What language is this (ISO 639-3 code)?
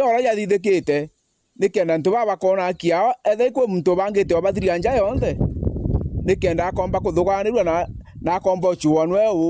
mer